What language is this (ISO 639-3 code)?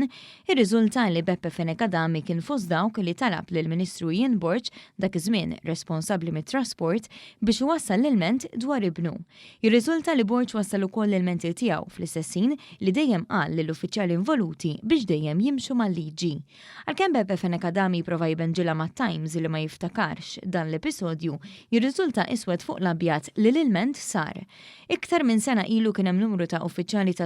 mlt